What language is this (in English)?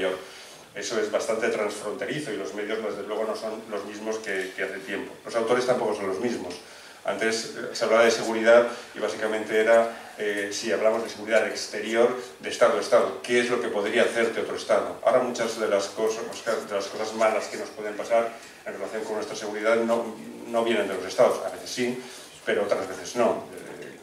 Spanish